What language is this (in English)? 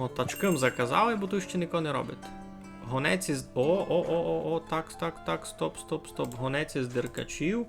Rusyn